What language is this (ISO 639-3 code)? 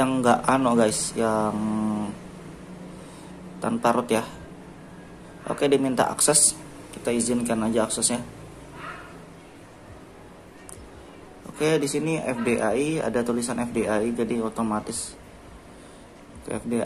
ind